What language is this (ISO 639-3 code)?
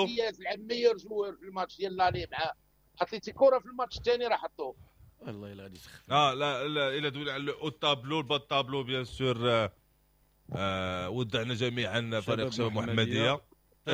ary